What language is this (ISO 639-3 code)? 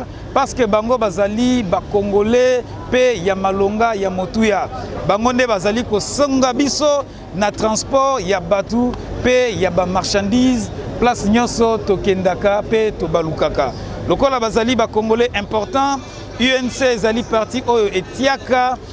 lin